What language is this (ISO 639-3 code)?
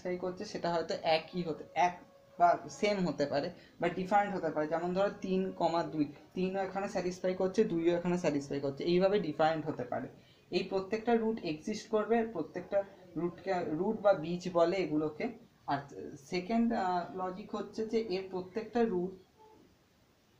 ben